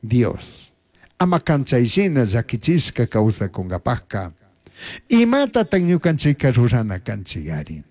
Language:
Chimborazo Highland Quichua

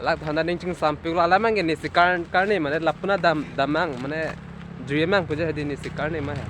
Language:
Karbi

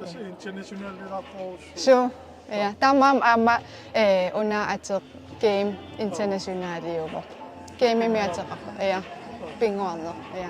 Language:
Kalaallisut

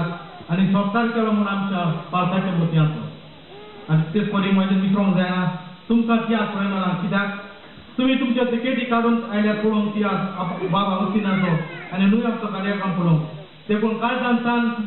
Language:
Konkani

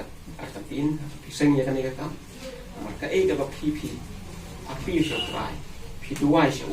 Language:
Khasi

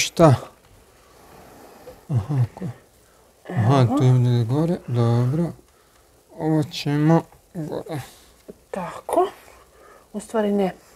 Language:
Croatian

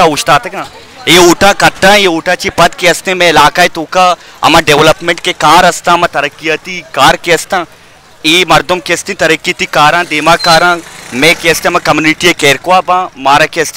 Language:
Baluchi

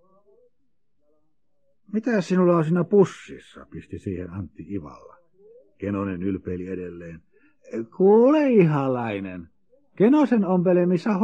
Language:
Finnish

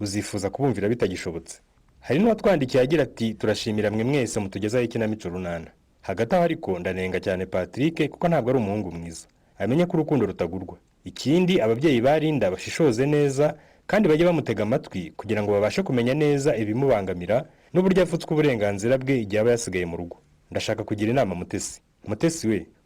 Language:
Kinyarwanda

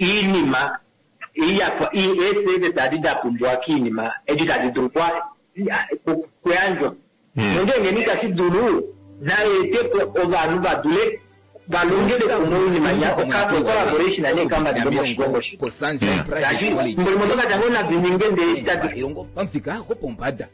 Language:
Kuanyama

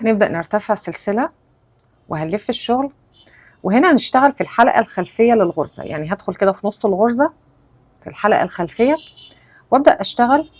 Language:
Egyptian Arabic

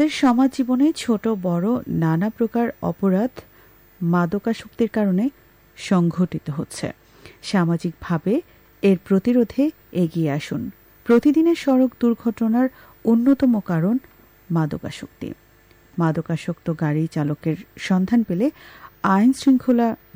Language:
Bangla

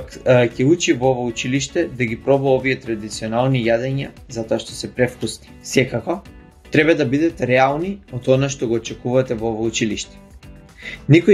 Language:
Macedonian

